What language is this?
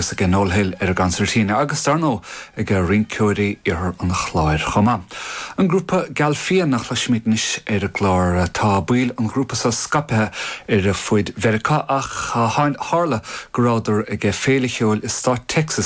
Irish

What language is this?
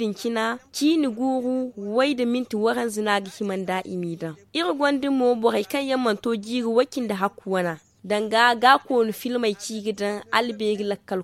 Zarma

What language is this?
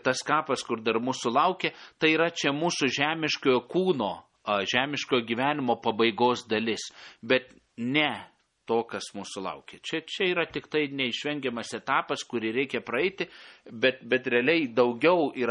Lithuanian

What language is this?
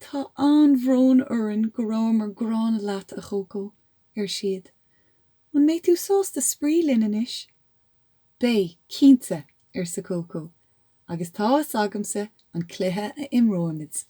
Irish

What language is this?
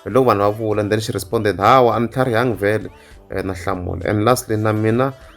Tsonga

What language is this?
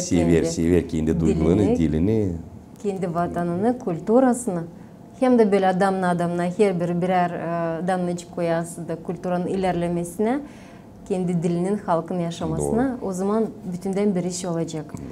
Gagauz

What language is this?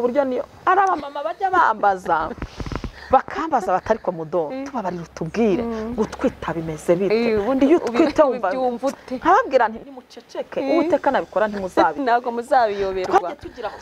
Kinyarwanda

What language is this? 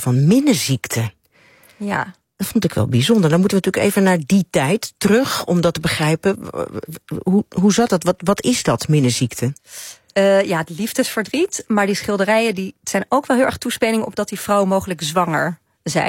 Dutch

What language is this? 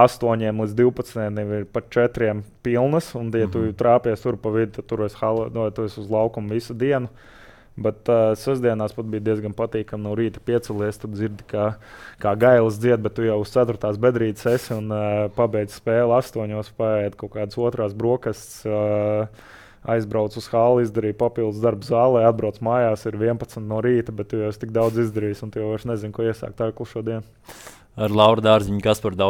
Latvian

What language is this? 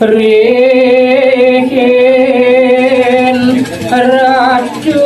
Balinese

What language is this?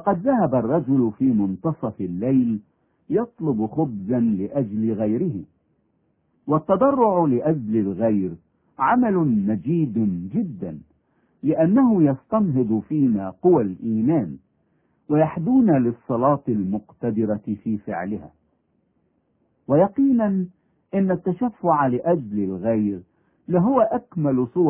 Arabic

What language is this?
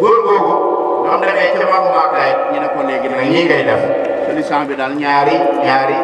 Wolof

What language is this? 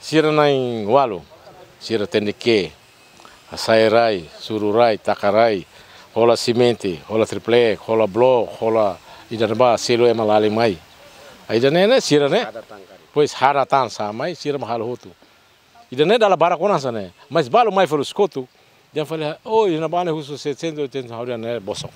Tetum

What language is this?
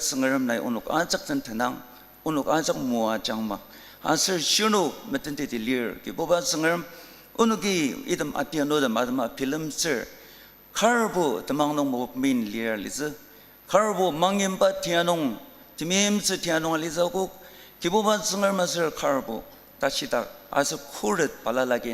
Ao Naga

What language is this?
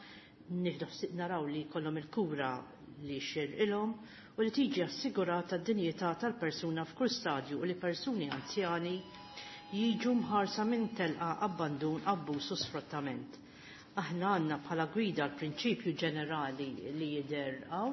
Maltese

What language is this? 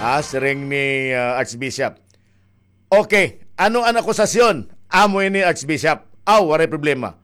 Waray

